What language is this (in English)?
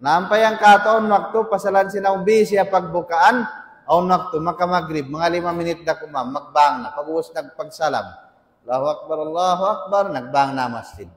Tausug